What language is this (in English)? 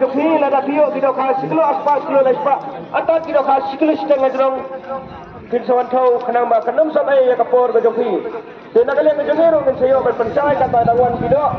Khasi